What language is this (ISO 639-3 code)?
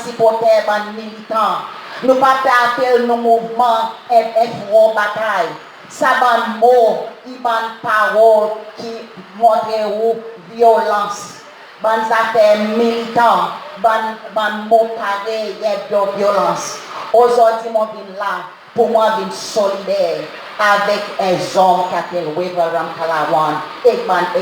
crs